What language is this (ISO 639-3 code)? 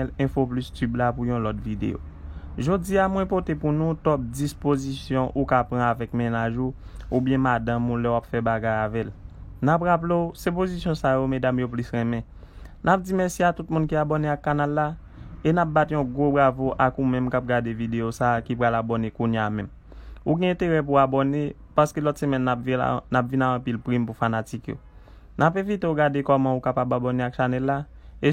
hat